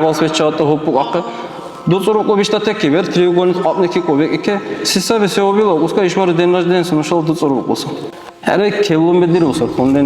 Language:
Dargwa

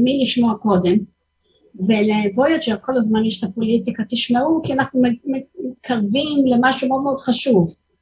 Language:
Hebrew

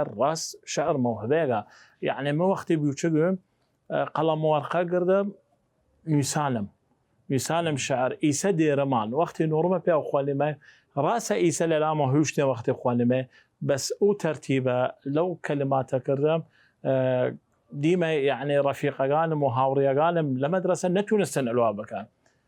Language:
Southern Kurdish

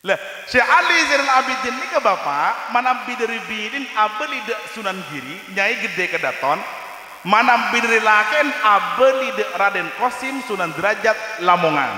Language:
Madurese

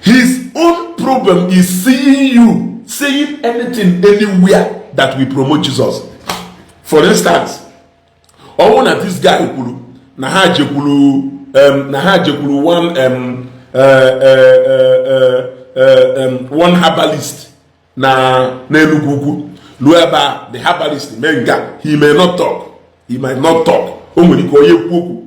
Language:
Igbo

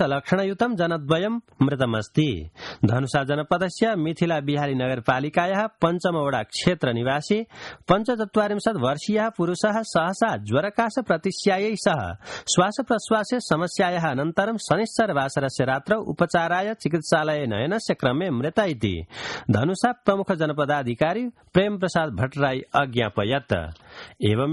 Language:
Sanskrit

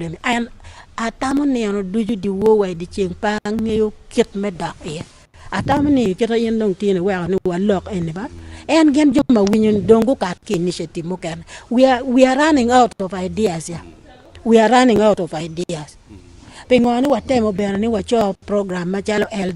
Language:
Acoli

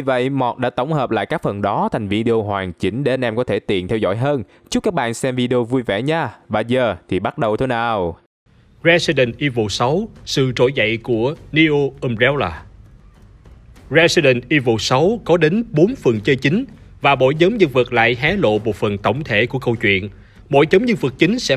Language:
Vietnamese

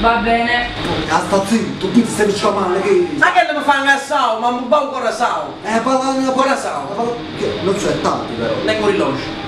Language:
Neapolitan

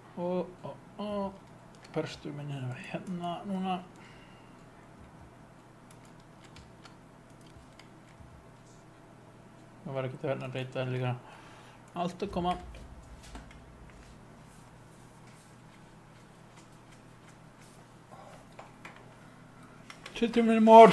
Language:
Icelandic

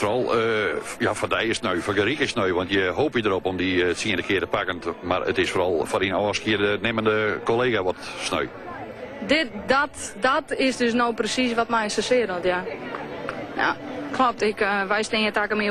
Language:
Western Frisian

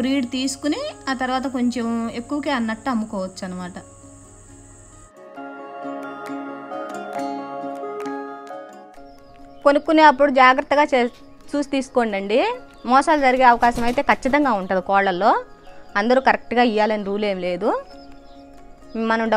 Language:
Telugu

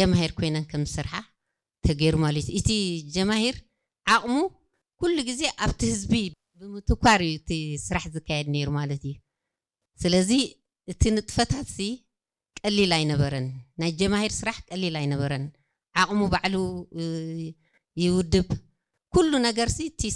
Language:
Tigrinya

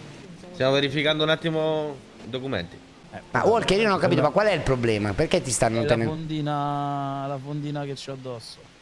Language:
Italian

